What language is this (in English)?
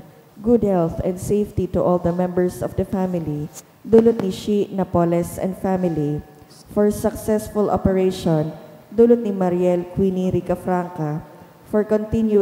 Bikol